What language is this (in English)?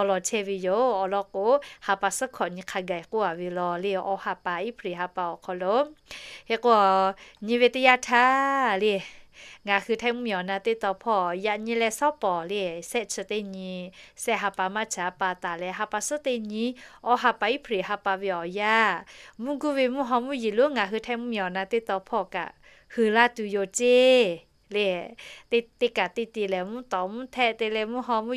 Lahu